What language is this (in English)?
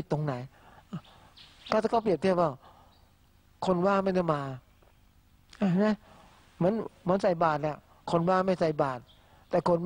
Thai